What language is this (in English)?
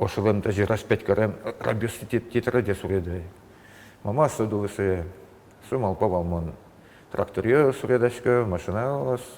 Udmurt